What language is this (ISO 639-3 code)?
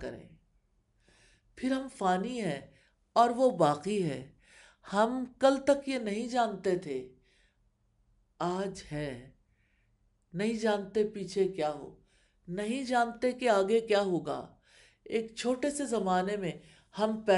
urd